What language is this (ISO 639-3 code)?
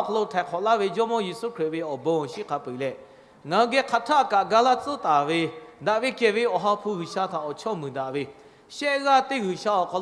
lhu